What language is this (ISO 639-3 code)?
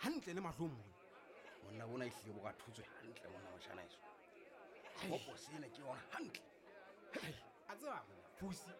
sot